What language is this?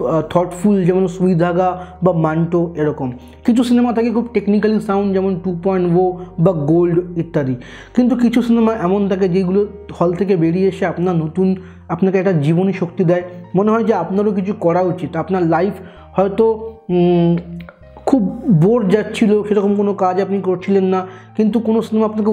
Bangla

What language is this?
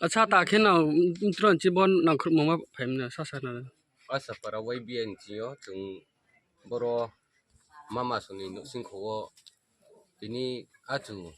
Riang (India)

